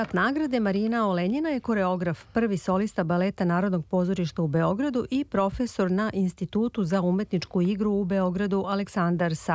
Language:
Serbian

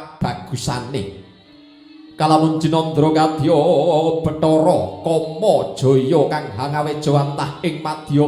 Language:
Javanese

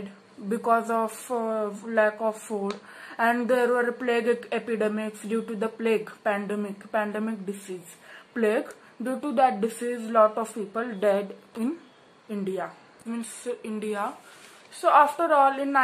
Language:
English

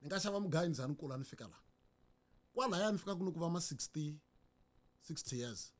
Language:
Tsonga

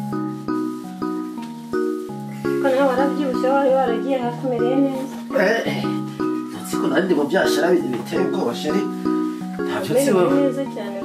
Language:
Kinyarwanda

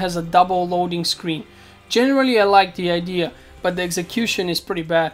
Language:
English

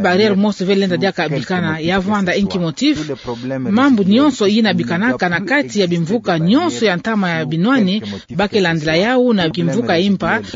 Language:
Kituba (Democratic Republic of Congo)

